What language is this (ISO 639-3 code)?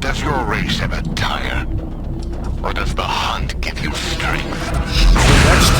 bar